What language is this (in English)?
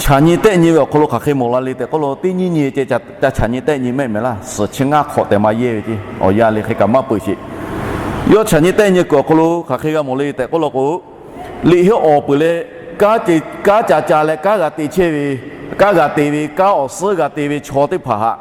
Lahu